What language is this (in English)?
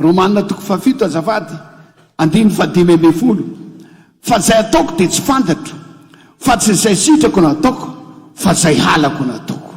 Malagasy